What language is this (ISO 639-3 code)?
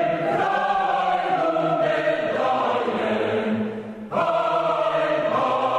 srp